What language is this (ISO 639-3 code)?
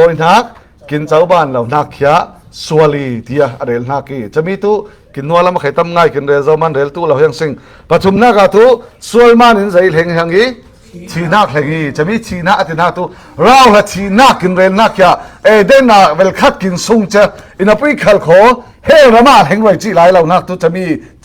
cfm